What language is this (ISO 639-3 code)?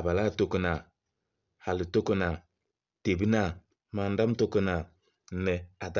kbp